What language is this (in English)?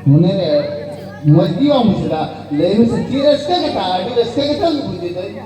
Santali